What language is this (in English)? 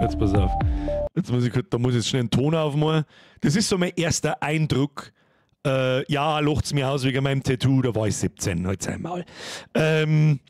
Bavarian